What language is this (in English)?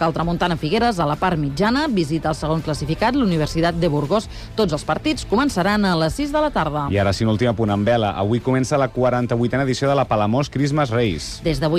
Catalan